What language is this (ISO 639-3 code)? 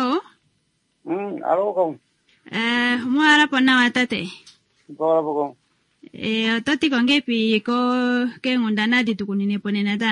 kua